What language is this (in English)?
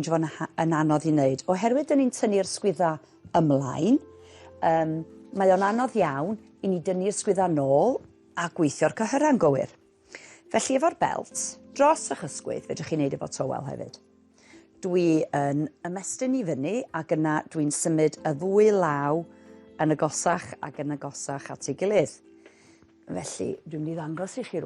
Welsh